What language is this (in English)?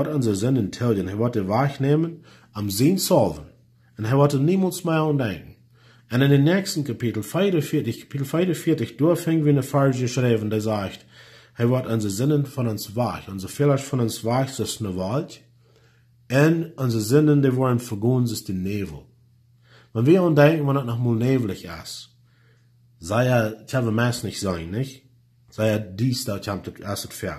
Plautdietsch